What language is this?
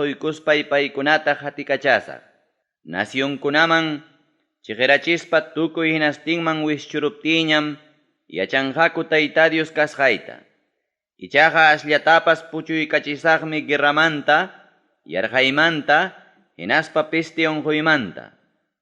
Ayacucho Quechua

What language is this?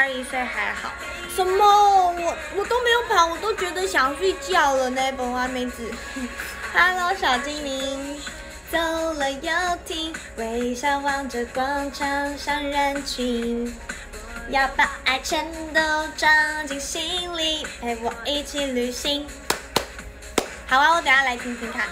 Chinese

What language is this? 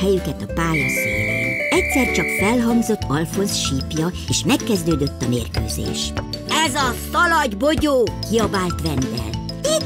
Hungarian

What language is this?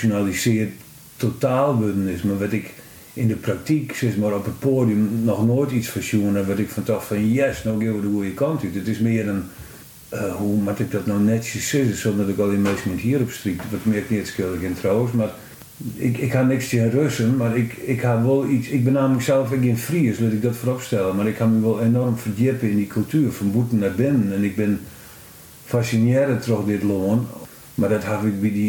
Western Frisian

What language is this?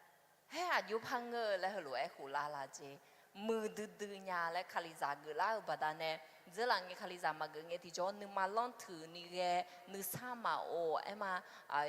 Akha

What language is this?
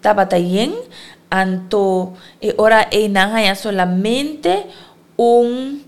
Papiamento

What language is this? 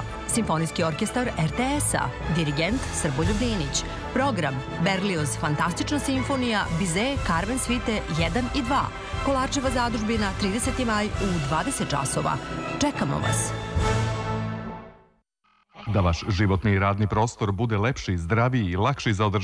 Serbian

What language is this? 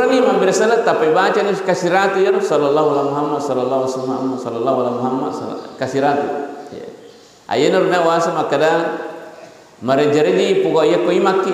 Buginese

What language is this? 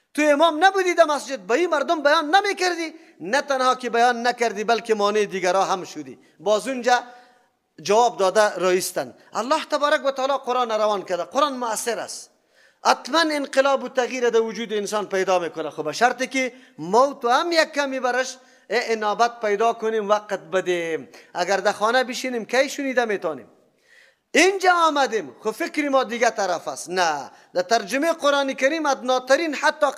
Persian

